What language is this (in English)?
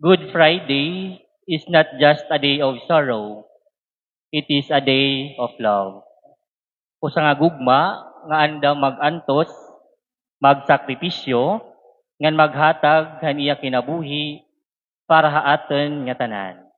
Waray